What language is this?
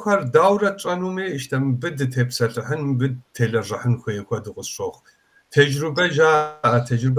Kabardian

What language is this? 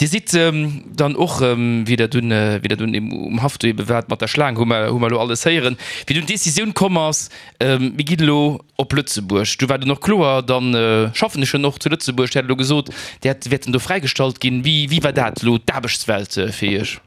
Luxembourgish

